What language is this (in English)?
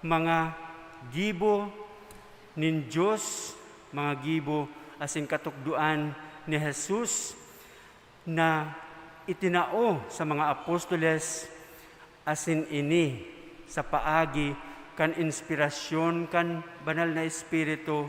Bikol